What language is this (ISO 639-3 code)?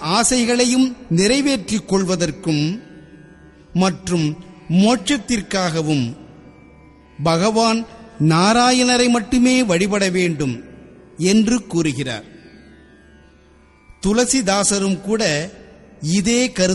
tam